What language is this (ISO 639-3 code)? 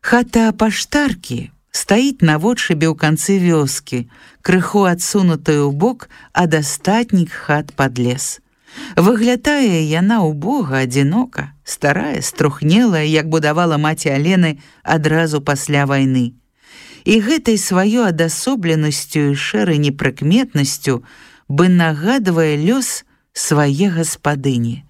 bel